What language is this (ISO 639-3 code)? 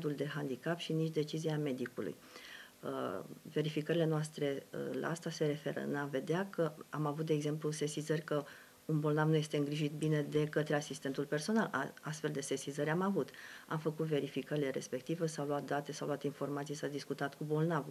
ron